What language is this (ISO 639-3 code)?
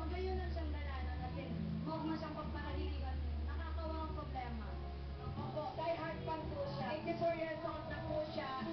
bik